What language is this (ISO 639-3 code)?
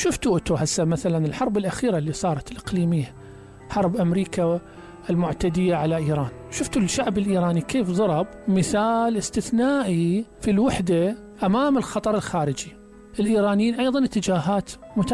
acm